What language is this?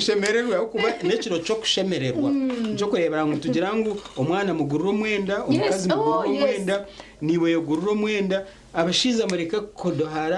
Nyankole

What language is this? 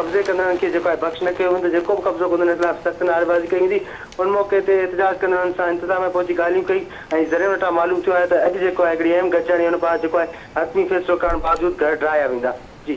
Sindhi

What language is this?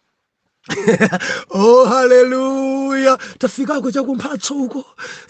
Nyanja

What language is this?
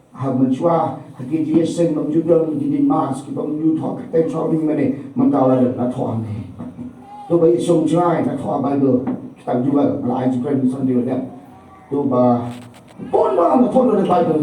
Khasi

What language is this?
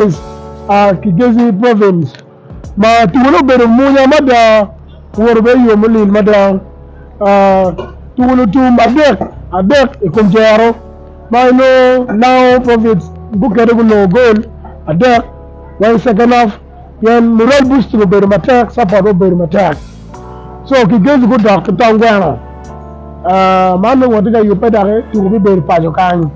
Acoli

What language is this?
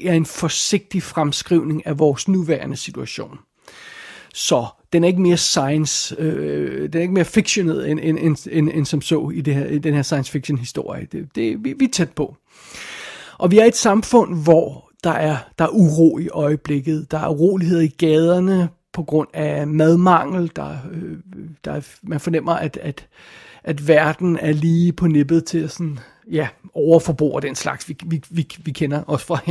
Danish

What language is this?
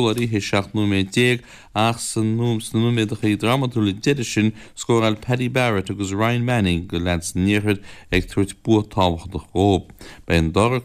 Irish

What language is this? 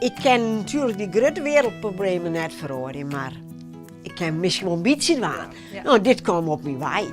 Western Frisian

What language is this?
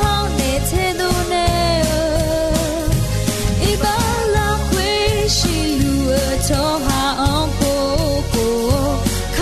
Akha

